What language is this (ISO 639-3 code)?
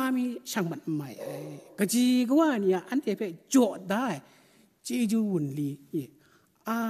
kac